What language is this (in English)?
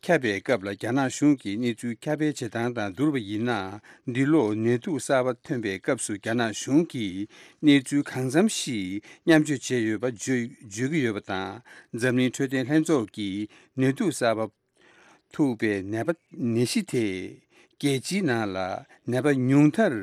Tibetan